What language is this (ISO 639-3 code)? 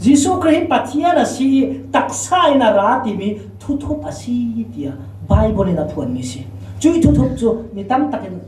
cfm